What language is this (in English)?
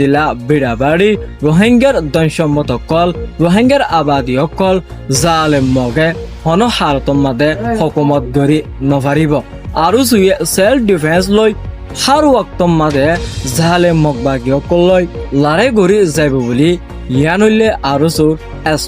Rohingya